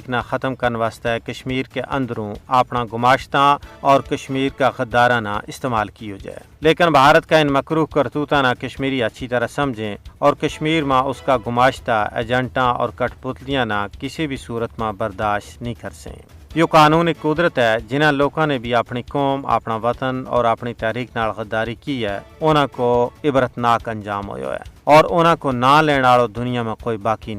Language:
Gujari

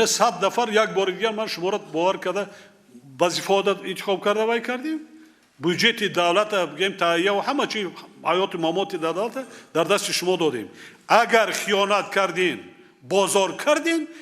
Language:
Tajik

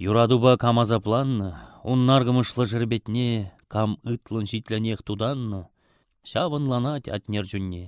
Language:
Chuvash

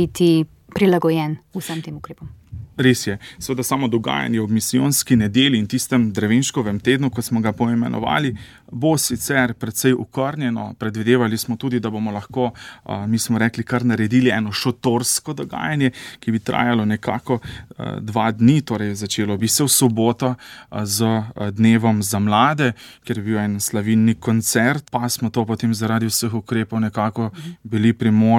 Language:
Slovenian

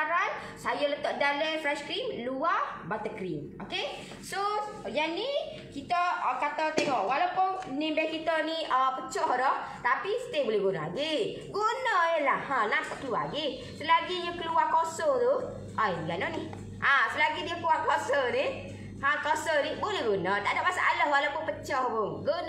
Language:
Malay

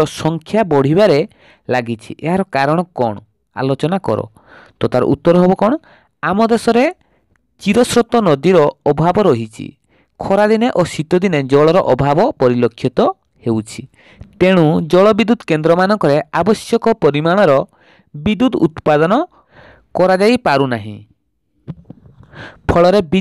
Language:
Odia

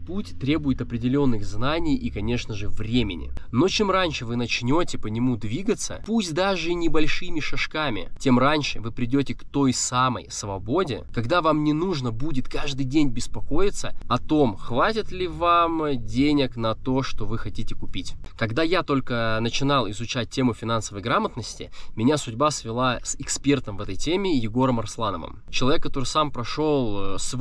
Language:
Russian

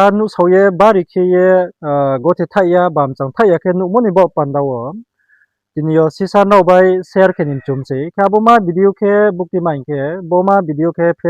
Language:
Riang (India)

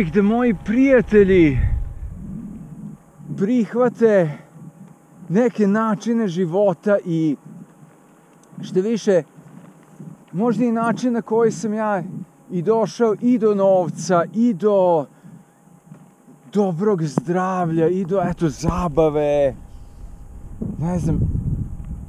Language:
Croatian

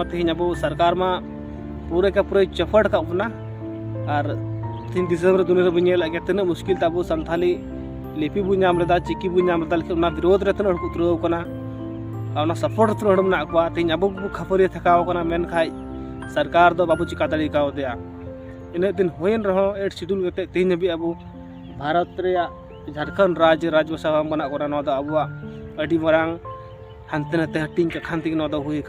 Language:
Santali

